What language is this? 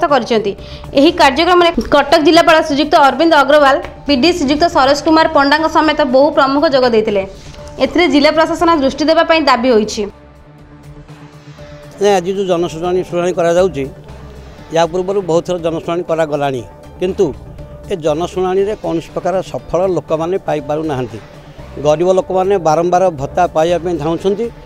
Odia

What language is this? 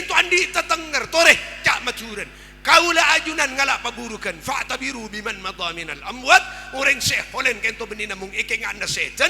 Madurese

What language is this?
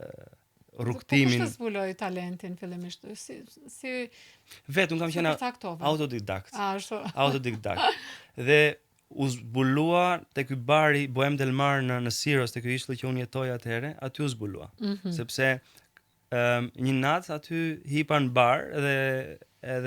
Albanian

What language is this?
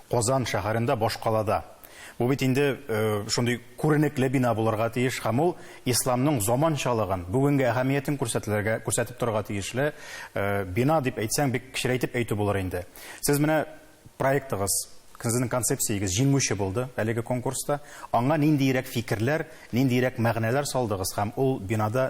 Tatar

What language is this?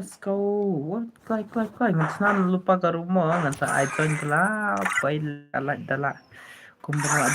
Khasi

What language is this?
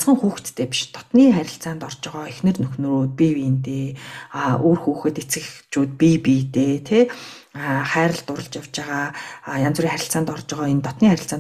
Mongolian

